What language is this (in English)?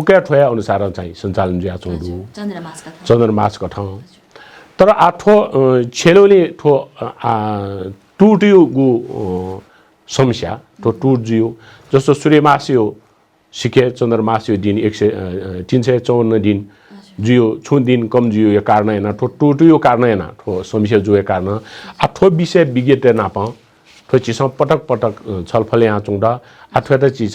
Newari